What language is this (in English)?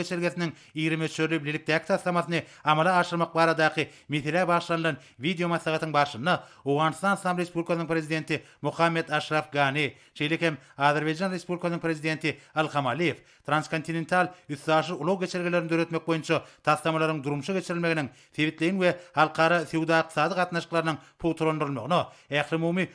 Turkmen